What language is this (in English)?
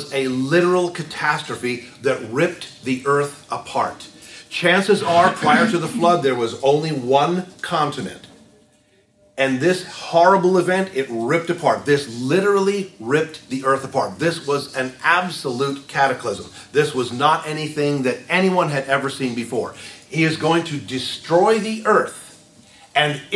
English